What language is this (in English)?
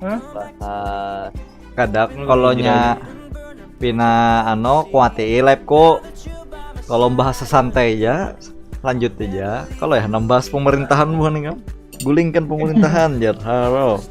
Banjar